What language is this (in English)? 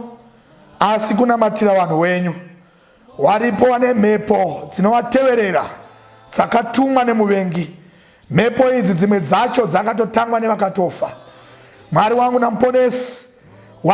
Shona